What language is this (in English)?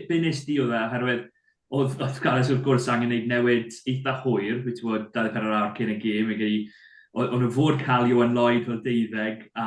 Welsh